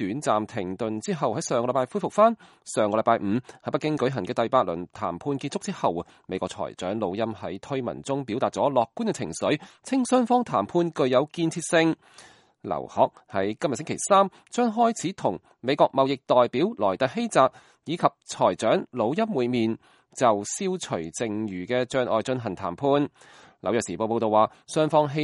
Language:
Cantonese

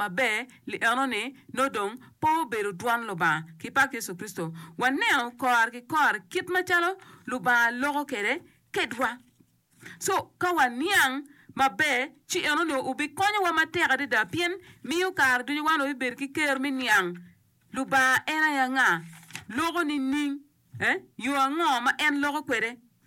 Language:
Acoli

